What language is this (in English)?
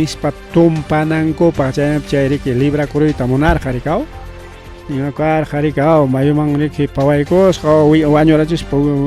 Ayacucho Quechua